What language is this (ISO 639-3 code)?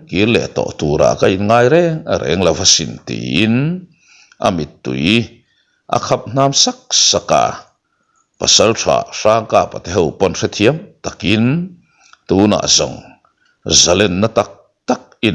lus